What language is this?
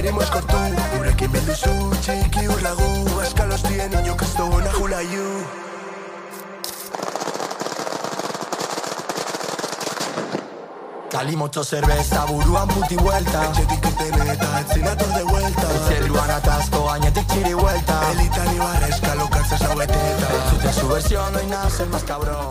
Basque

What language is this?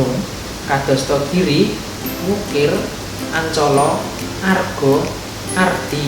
Javanese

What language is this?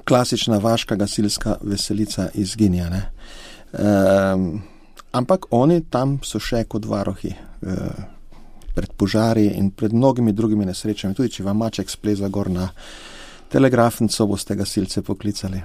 Slovenian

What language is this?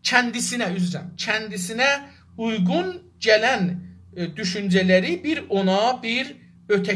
South Azerbaijani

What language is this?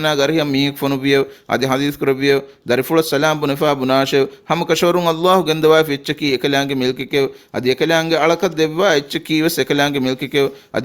Divehi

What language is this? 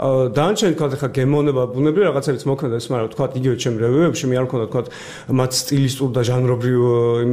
Georgian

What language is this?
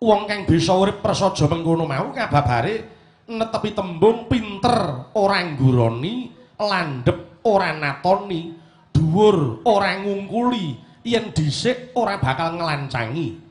Javanese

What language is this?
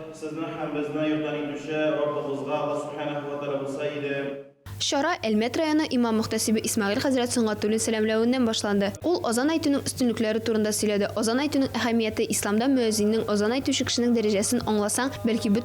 Tatar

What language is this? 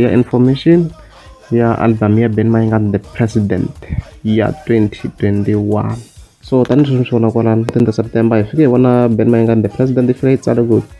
Tsonga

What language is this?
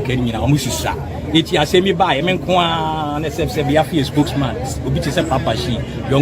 Akan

